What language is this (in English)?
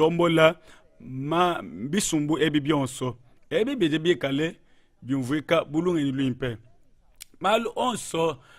Luba-Lulua